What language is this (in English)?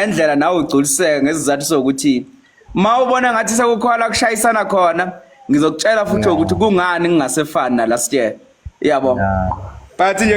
Zulu